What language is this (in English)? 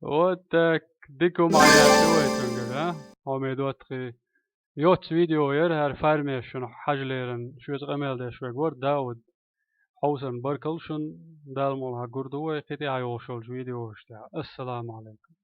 Chechen